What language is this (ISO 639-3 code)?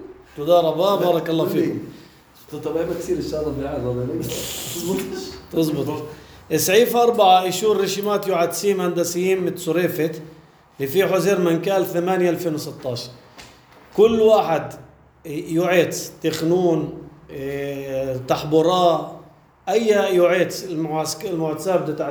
apc